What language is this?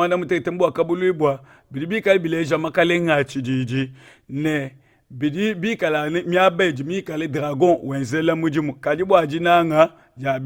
Luba-Lulua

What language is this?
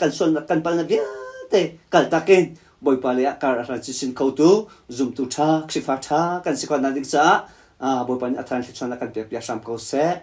Hakha Chin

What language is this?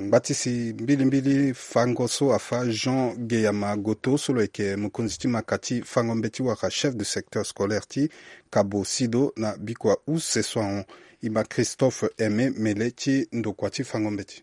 Sango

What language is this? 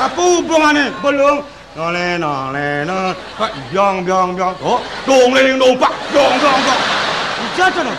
Balinese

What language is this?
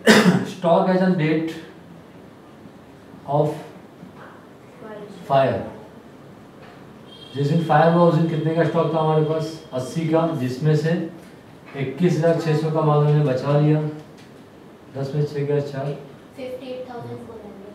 Hindi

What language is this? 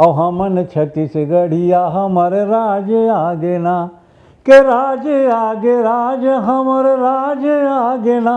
Chhattisgarhi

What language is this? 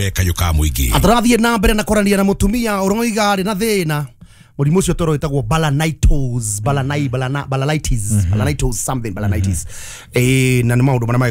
Kikuyu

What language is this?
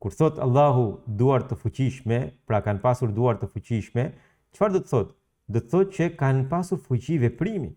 Albanian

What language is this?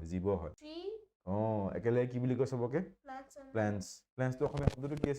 Assamese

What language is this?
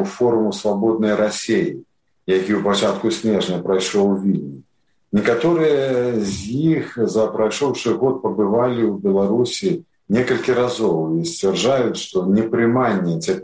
Belarusian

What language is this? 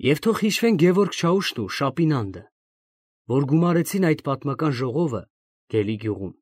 Armenian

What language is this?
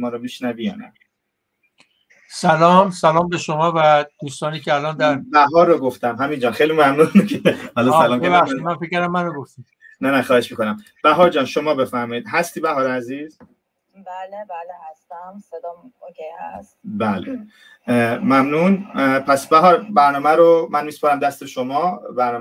Persian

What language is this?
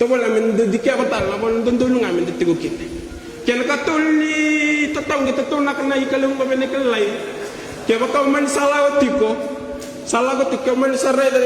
Fijian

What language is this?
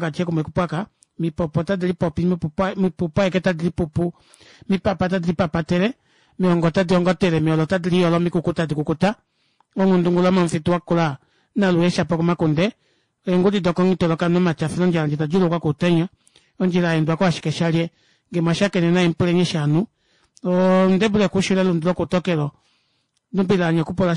Kuanyama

